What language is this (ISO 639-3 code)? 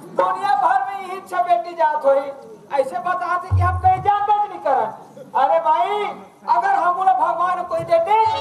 hne